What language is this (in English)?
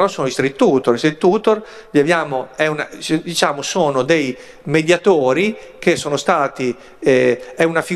Italian